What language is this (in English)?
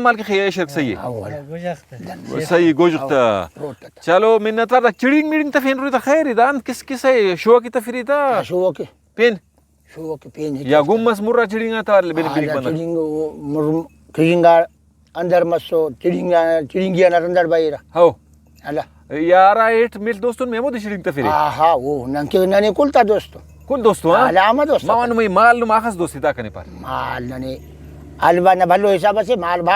Brahui